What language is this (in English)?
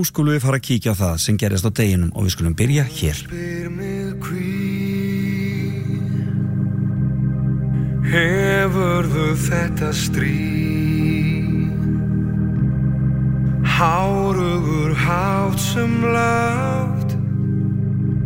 Icelandic